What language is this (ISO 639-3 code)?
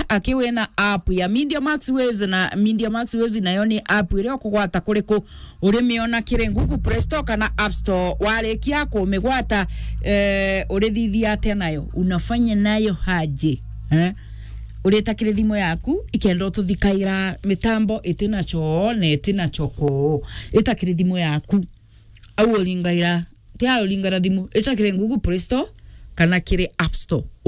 mer